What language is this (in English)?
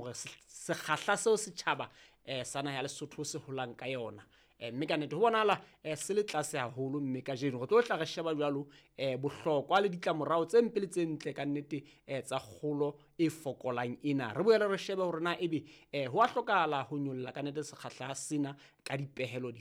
Southern Sotho